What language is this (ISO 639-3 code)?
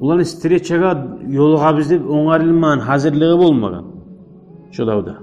kum